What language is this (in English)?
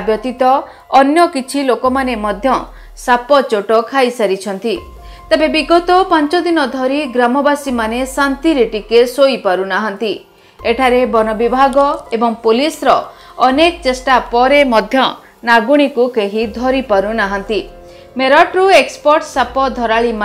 Odia